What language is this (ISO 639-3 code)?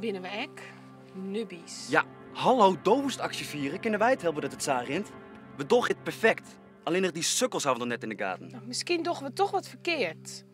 fry